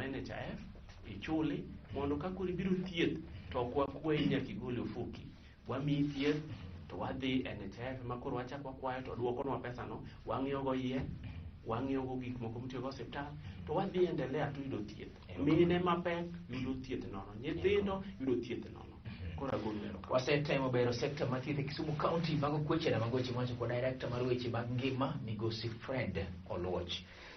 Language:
Luo (Kenya and Tanzania)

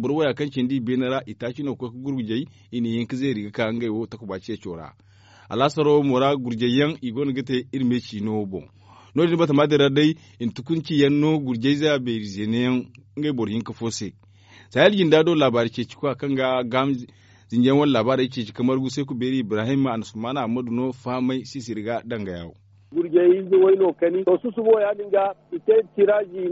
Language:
Zarma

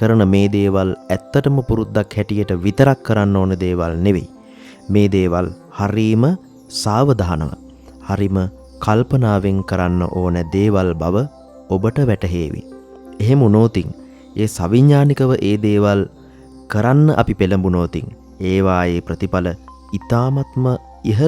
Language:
Sinhala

